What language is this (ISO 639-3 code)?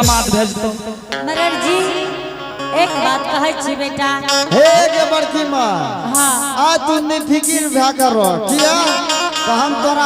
anp